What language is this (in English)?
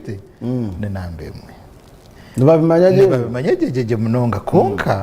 Nyankole